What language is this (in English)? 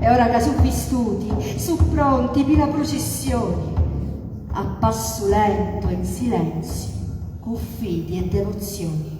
Sicilian